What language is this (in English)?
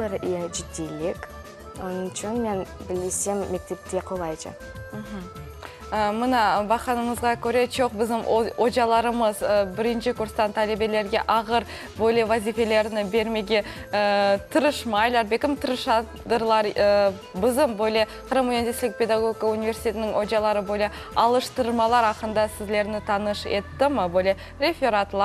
Crimean Tatar